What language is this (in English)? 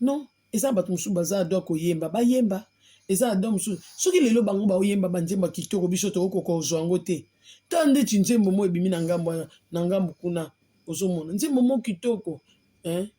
Lingala